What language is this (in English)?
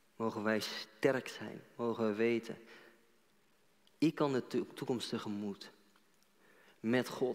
Dutch